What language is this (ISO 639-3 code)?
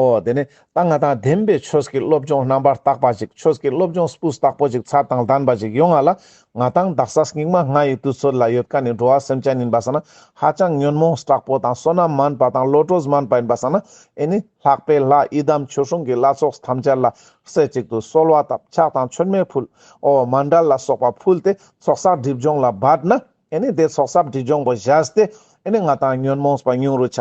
lbj